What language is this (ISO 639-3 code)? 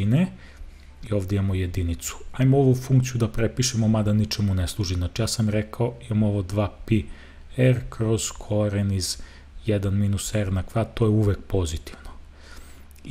srp